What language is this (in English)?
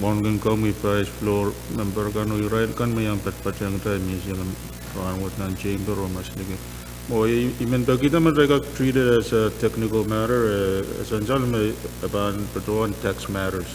Pohnpeian